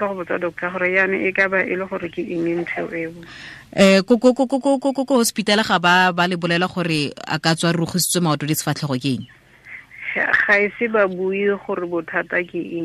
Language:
Tswana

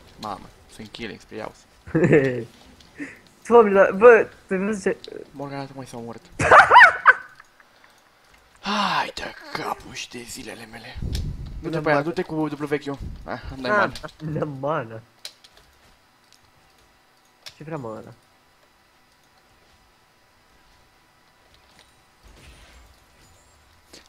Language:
Romanian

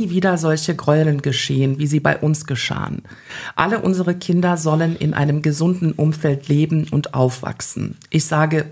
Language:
German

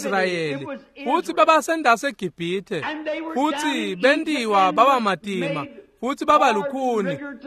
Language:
Swati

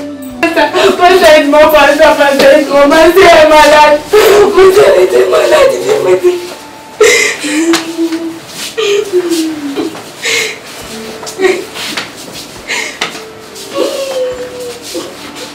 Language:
Swahili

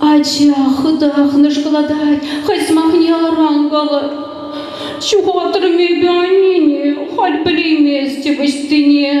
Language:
Chuvash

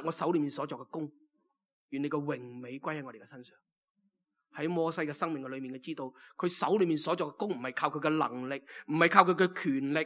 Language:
Cantonese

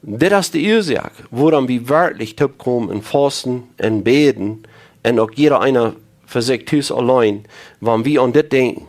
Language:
Plautdietsch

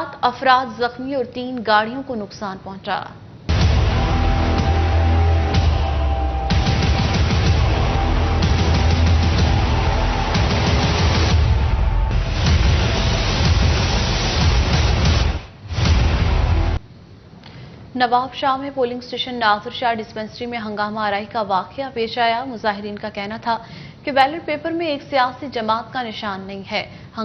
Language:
Urdu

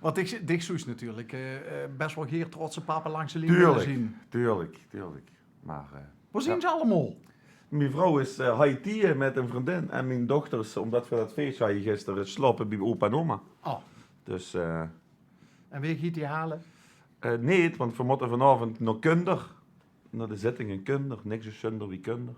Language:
Limburgish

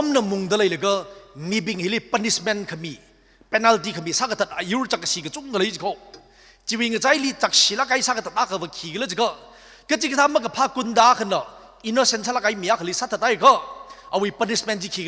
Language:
Tangkhul Naga (India)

